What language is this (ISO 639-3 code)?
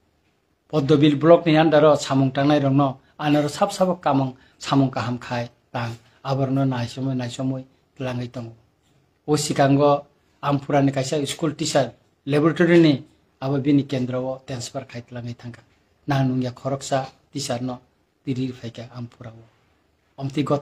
trp